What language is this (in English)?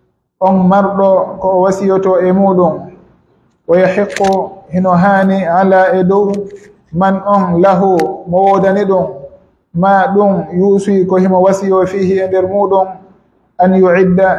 Pular